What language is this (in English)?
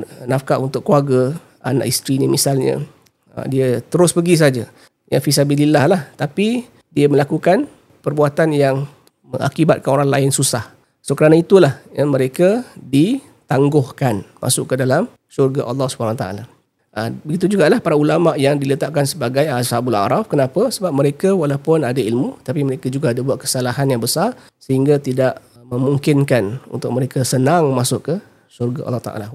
Malay